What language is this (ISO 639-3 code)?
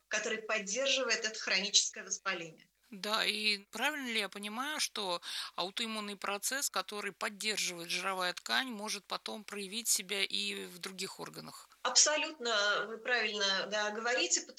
rus